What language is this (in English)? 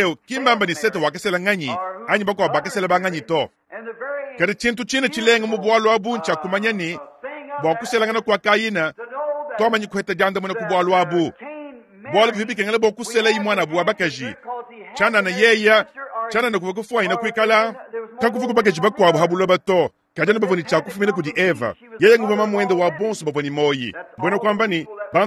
Luba-Lulua